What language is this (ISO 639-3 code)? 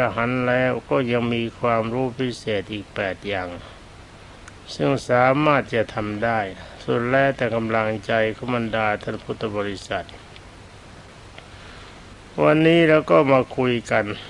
tha